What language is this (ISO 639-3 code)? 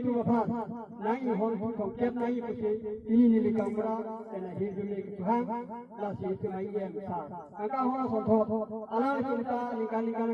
mjw